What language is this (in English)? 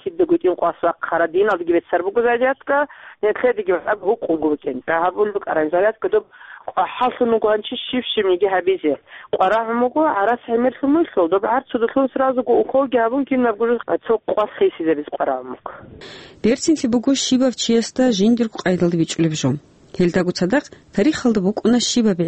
Avaric